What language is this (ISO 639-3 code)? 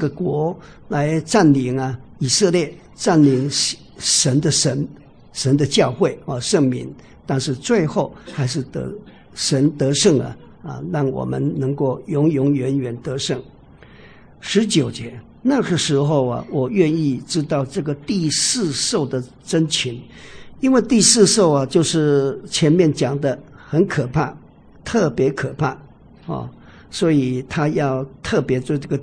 zho